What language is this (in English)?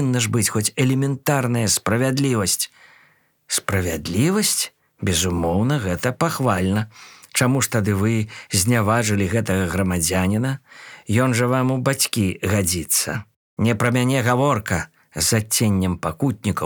Belarusian